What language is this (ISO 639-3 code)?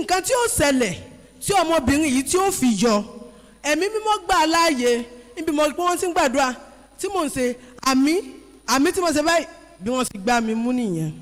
yor